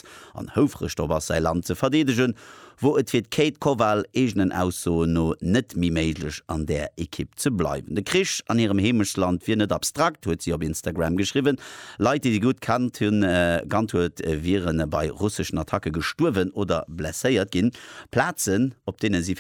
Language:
Luxembourgish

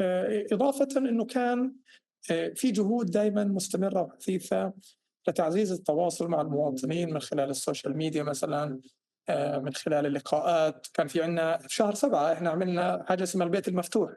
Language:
North Levantine Arabic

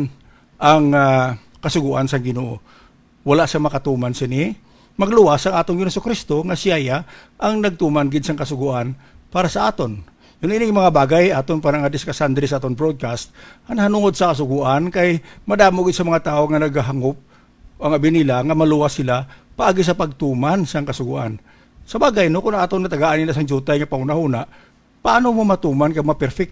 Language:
Hiligaynon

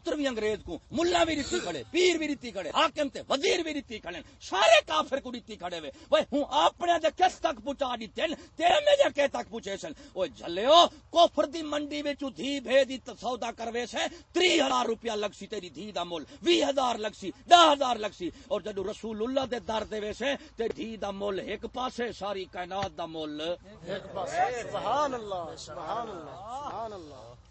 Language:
Saraiki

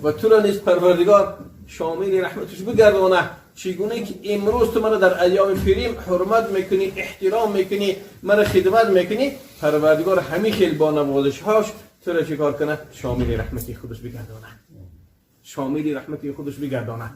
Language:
Tajik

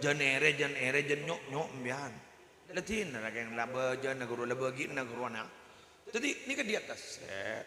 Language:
Madurese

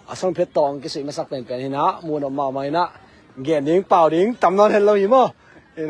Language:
Tedim Chin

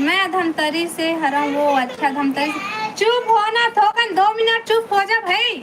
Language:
Chhattisgarhi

